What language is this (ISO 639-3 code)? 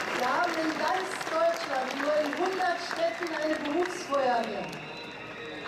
deu